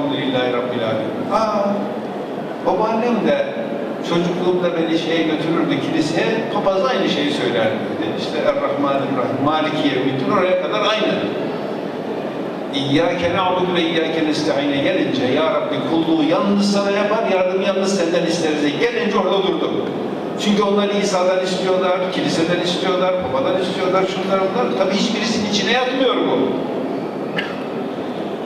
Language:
Turkish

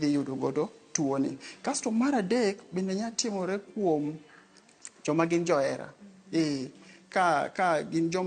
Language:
Luo (Kenya and Tanzania)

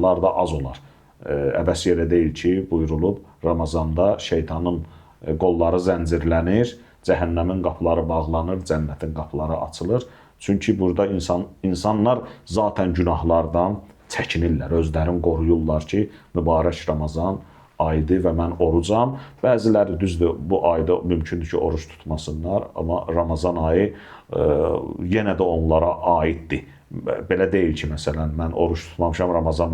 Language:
Azerbaijani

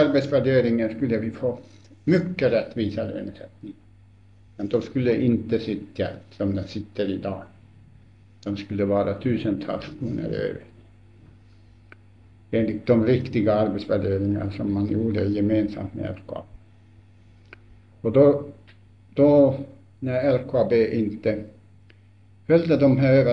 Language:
Swedish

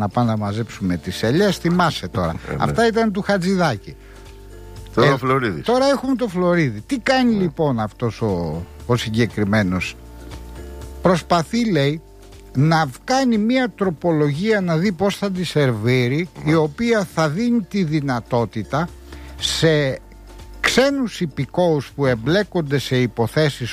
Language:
Greek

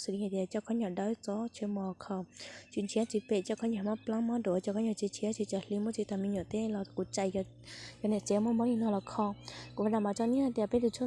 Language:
Hmong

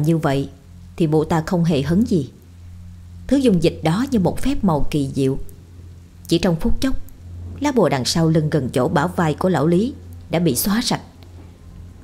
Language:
Vietnamese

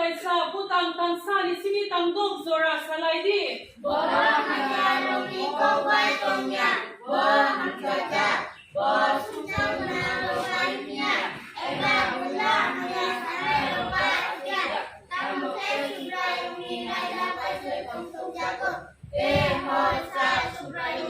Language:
Kok Borok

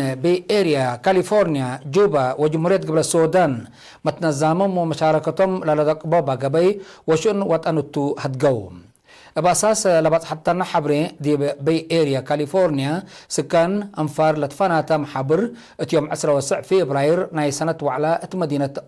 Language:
Tigre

